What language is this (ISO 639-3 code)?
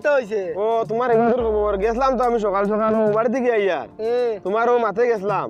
syl